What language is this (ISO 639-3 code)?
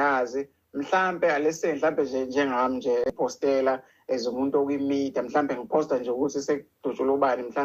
zul